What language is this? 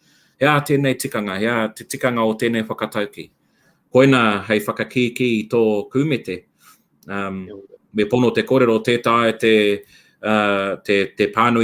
Māori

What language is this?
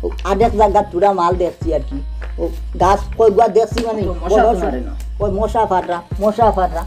Sylheti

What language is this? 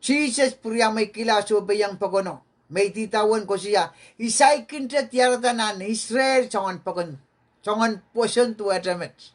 Pohnpeian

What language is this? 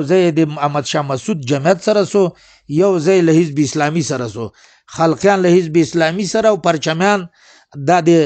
Pashto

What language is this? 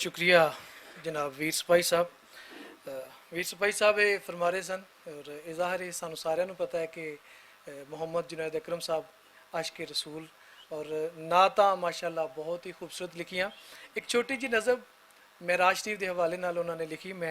Western Panjabi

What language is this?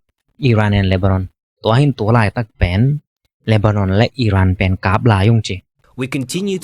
Tedim Chin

